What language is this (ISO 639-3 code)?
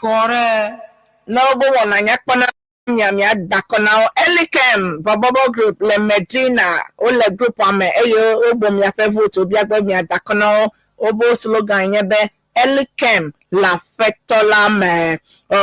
ewe